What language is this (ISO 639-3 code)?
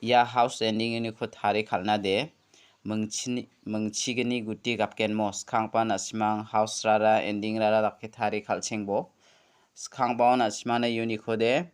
grt